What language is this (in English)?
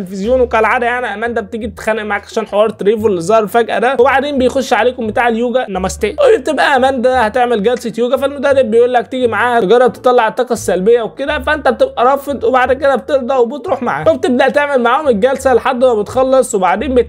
Egyptian Arabic